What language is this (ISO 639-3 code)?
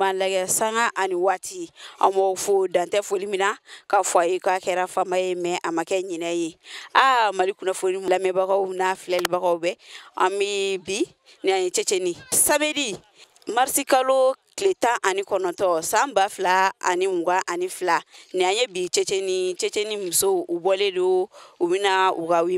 bam